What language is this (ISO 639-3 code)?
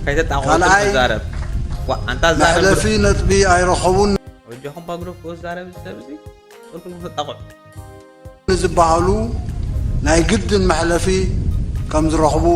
tir